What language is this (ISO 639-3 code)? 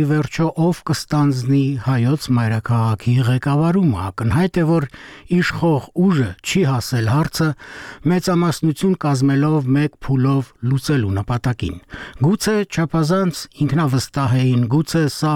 hye